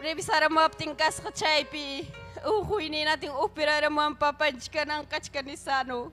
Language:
Ayacucho Quechua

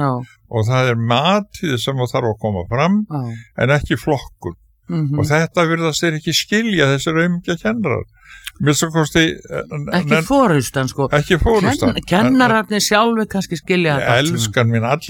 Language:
Icelandic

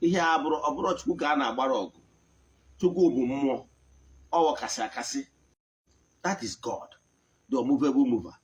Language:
Igbo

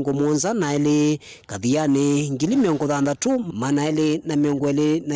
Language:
Kamba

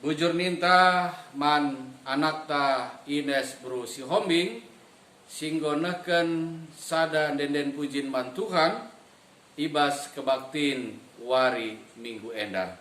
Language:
Batak Karo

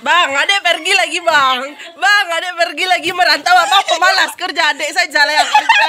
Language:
Minangkabau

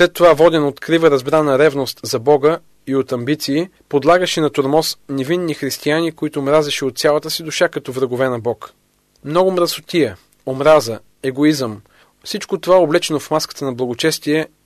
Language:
Bulgarian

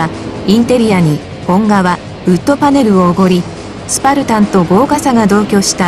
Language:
Japanese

